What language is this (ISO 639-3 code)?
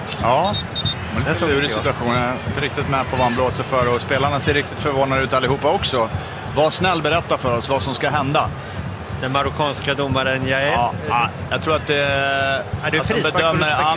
swe